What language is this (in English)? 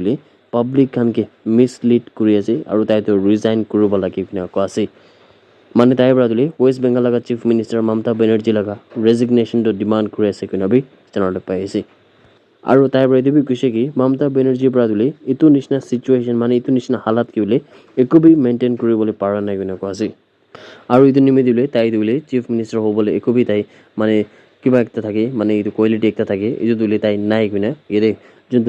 Naga Pidgin